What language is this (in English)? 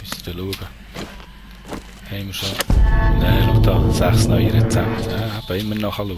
Swiss German